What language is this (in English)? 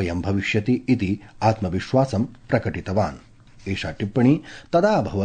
Sanskrit